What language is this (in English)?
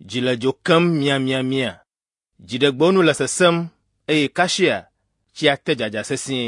Ewe